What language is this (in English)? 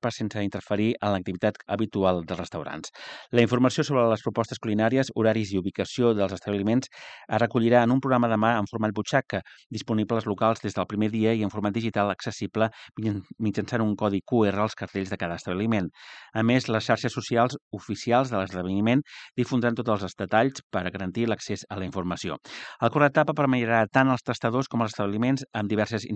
Catalan